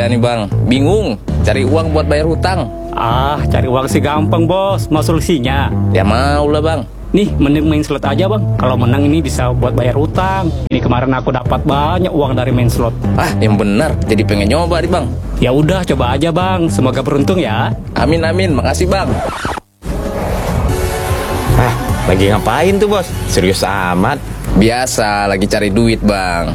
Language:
Indonesian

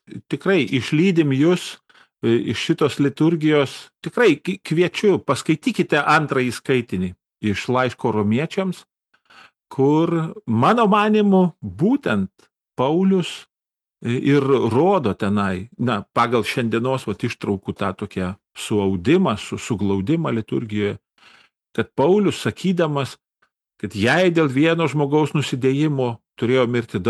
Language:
Lithuanian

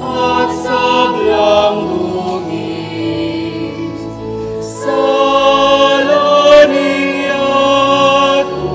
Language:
Pampanga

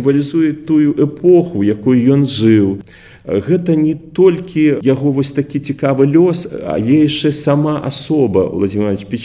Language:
Belarusian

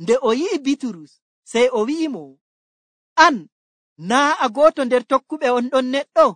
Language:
Nigerian Fulfulde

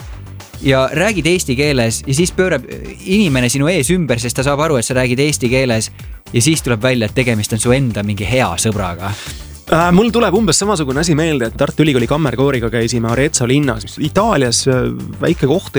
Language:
Estonian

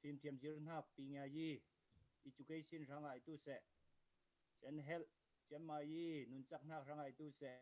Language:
Falam Chin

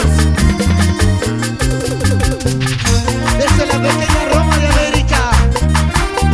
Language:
Spanish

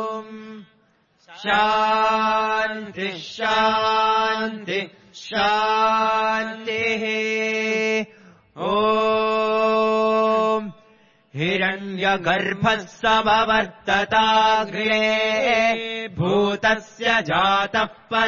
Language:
Sanskrit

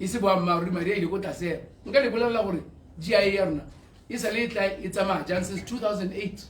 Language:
Tswana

